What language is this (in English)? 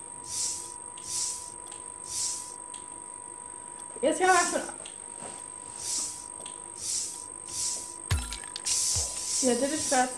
Dutch